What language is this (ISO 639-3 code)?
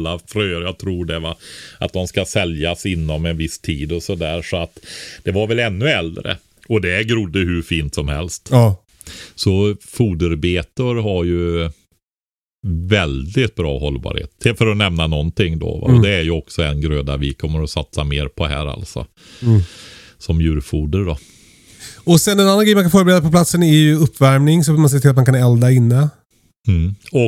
swe